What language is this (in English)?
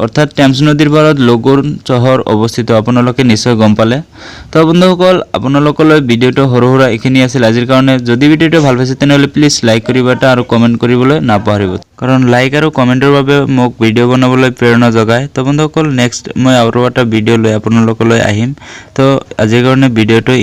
Assamese